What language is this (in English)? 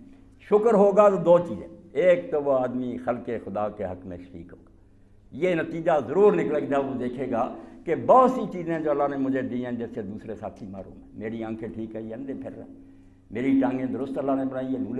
Urdu